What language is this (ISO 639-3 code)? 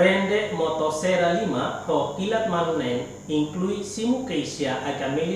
tet